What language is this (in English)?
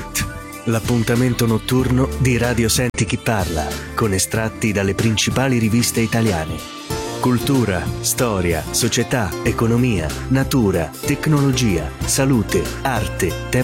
Italian